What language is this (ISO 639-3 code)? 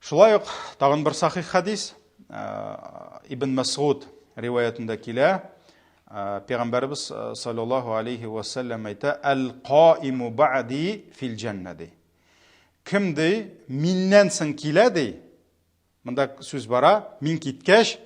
tat